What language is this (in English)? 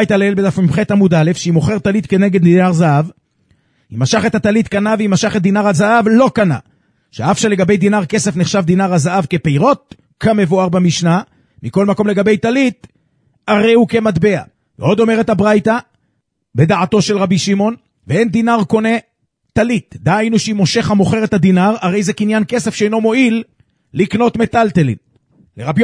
Hebrew